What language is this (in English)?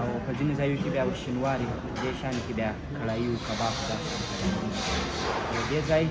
Pashto